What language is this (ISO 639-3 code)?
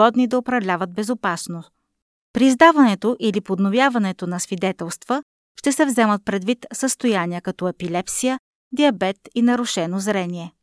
bul